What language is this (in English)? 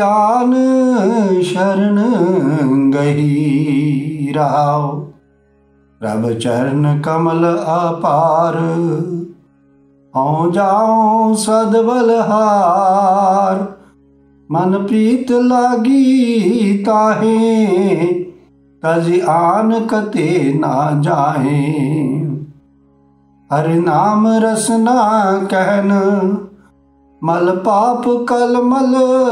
Punjabi